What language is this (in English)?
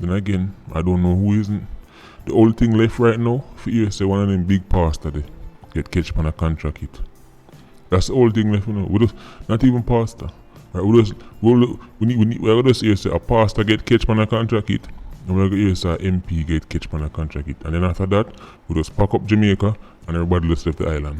Jamaican Creole English